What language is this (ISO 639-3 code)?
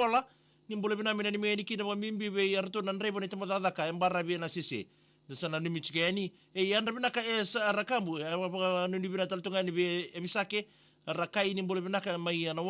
fij